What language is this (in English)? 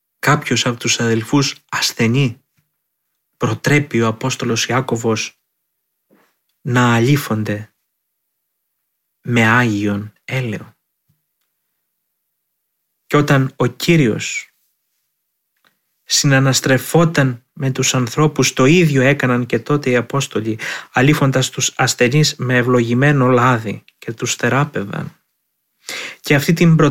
Greek